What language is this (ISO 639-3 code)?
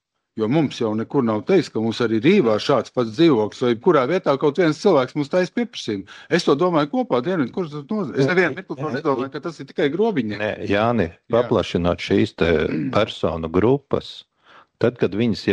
lav